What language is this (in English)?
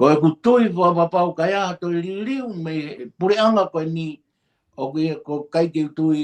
Tongan